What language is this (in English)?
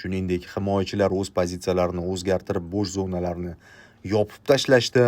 Uzbek